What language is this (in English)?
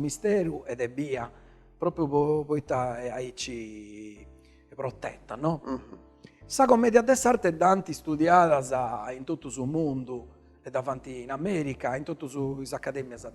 Sardinian